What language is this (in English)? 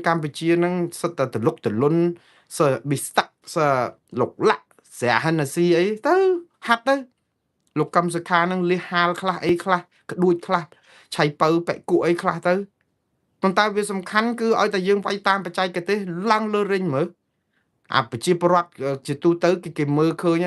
Khmer